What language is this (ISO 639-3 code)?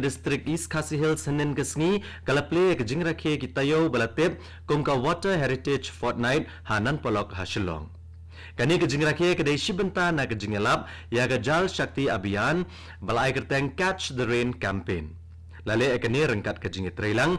kha